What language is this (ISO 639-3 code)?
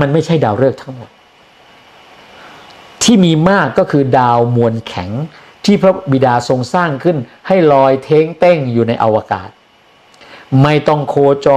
tha